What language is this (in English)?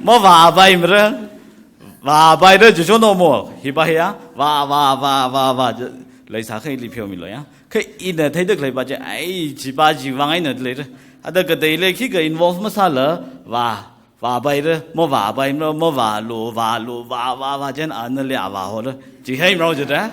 Tangkhul Naga (India)